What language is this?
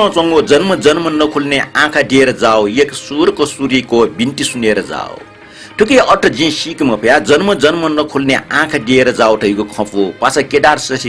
Newari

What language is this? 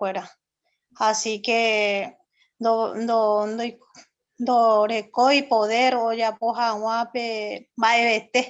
Guarani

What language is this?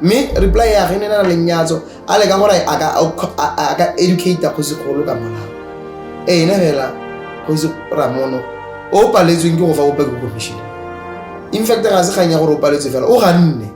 Tswana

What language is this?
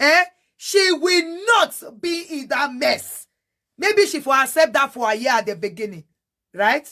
Nigerian Pidgin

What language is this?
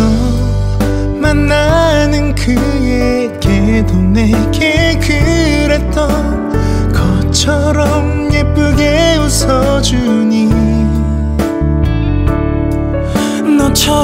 Korean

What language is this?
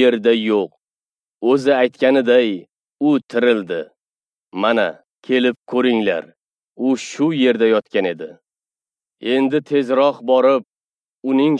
Uzbek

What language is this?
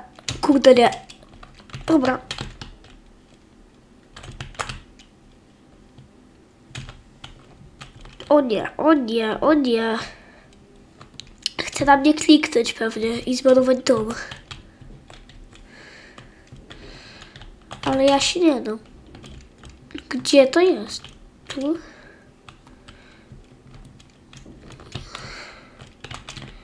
Polish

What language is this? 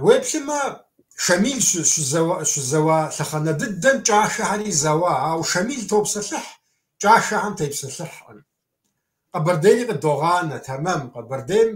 Kabardian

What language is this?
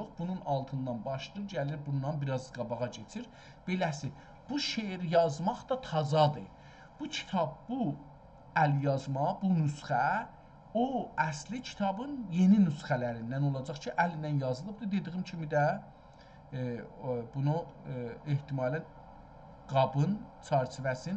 South Azerbaijani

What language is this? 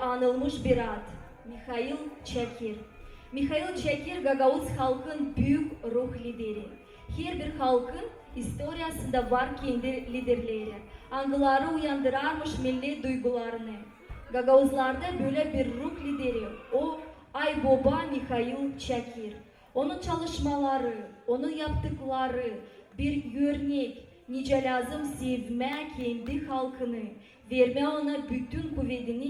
Gagauz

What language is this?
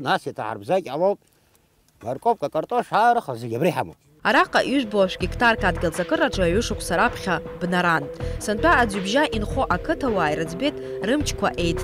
Abkhazian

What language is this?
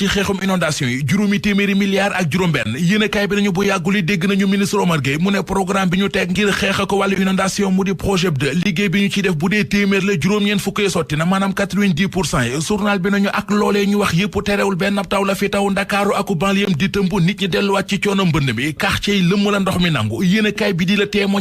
Wolof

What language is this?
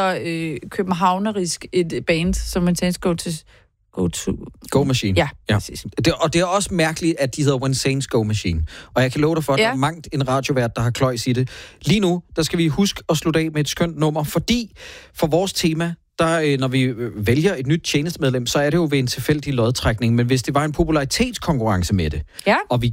Danish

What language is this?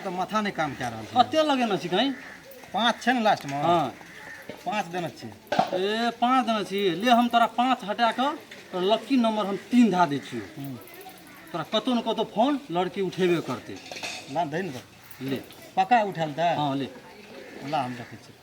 Maithili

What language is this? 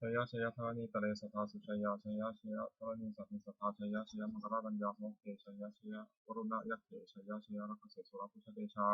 Pali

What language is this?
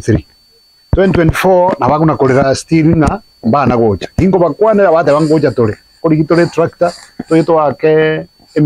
Gusii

